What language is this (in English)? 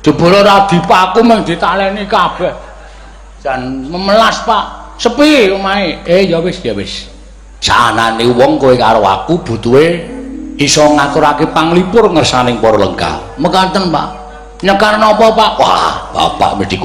Javanese